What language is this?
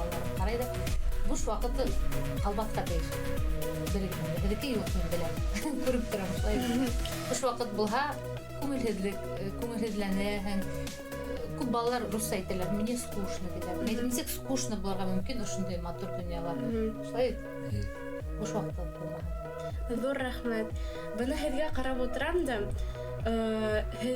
Bashkir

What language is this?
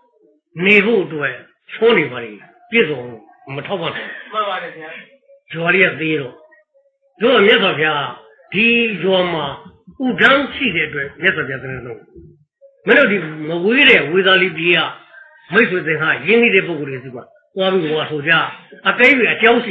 Burmese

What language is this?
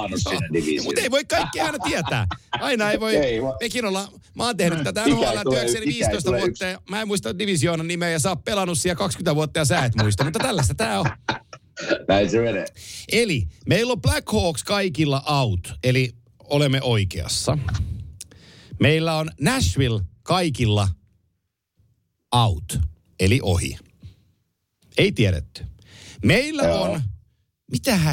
Finnish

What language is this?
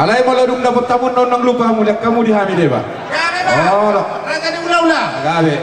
Batak Toba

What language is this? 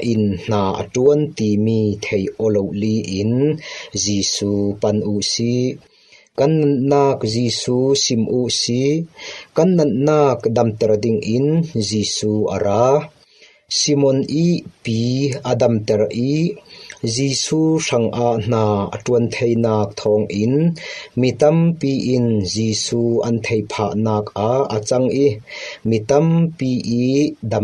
Falam Chin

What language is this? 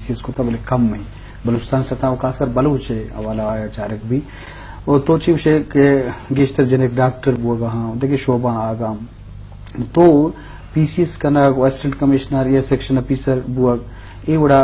Eastern Balochi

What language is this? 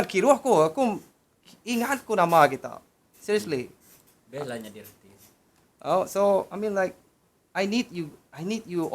Iban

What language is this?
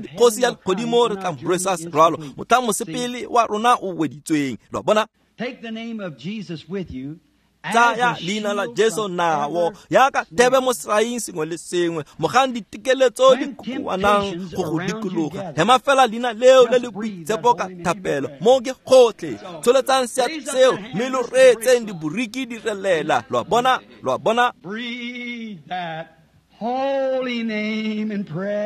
Tswana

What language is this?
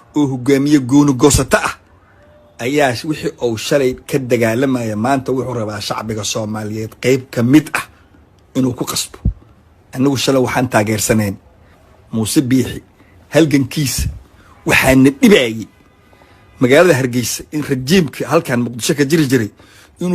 Somali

